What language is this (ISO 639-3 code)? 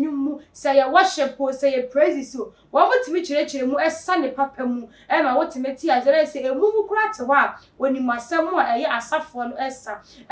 aka